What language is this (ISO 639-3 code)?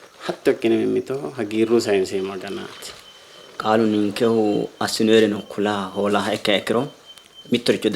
sid